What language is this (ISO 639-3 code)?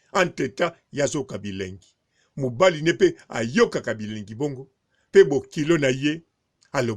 lin